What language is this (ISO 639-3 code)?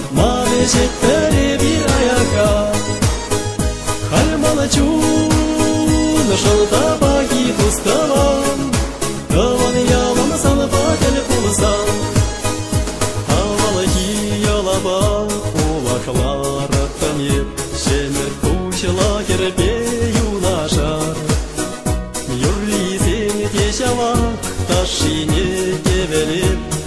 chv